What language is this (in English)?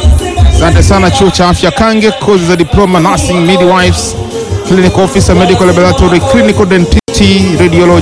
Swahili